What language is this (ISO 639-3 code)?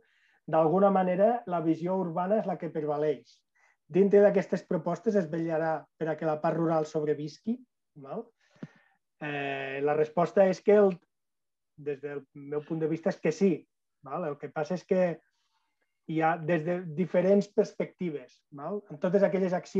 cat